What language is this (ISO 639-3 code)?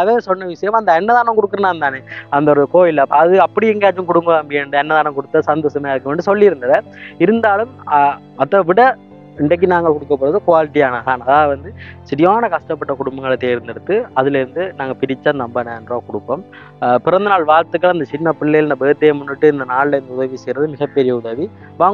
tam